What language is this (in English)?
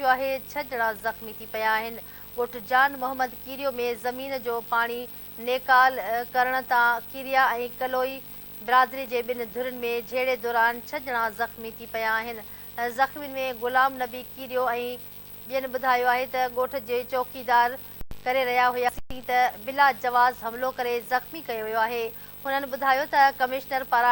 Sindhi